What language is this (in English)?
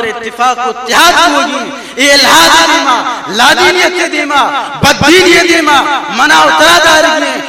Baluchi